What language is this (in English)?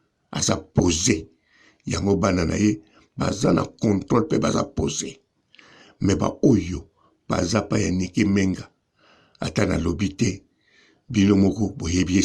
Lingala